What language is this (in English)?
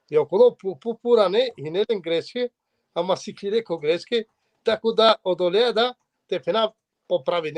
Balkan Romani